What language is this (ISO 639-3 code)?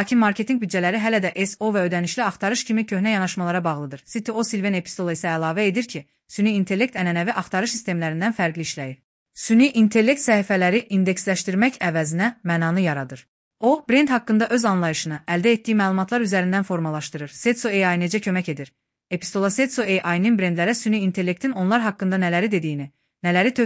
aze